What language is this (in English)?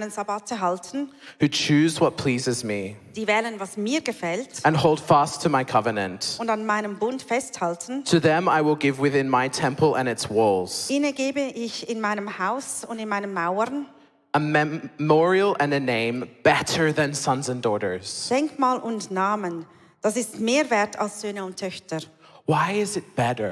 Swiss German